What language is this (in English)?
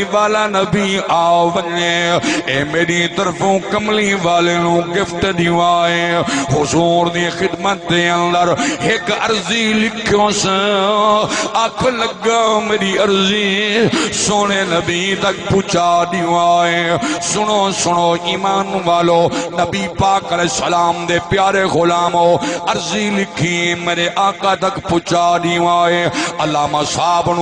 Saraiki